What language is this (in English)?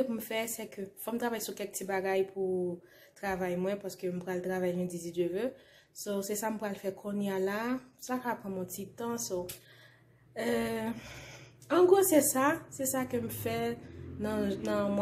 Haitian Creole